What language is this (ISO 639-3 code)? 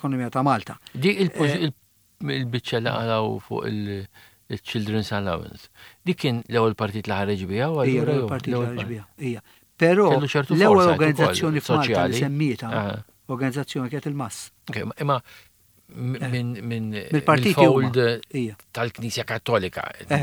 mlt